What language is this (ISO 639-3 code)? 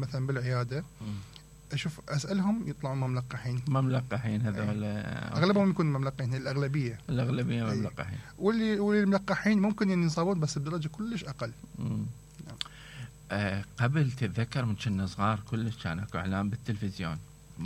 acm